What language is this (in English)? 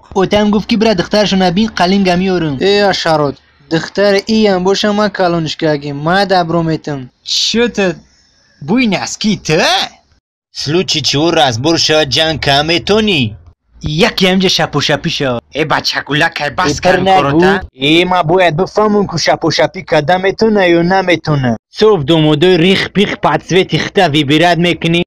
Tajik